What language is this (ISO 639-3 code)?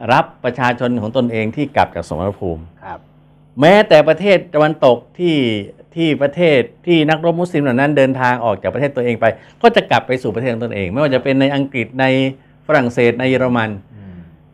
tha